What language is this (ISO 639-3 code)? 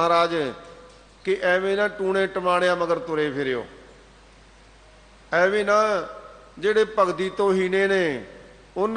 pan